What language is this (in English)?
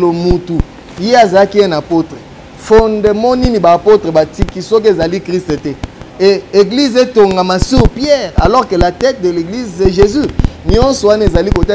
Lingala